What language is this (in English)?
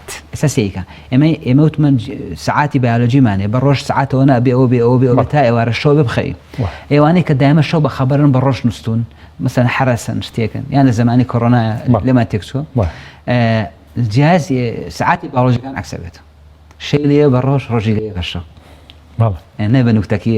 Central Kurdish